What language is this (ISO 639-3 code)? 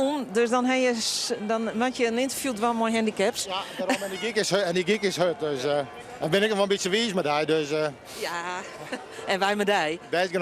fry